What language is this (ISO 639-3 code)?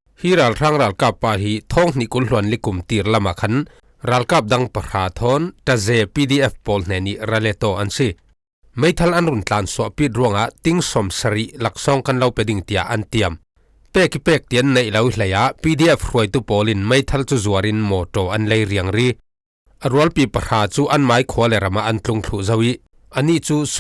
cfm